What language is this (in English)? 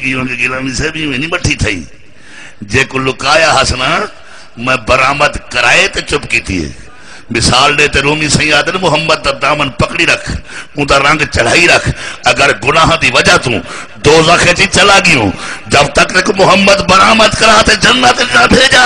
Saraiki